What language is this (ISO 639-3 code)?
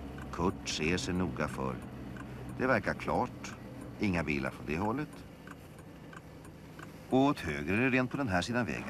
swe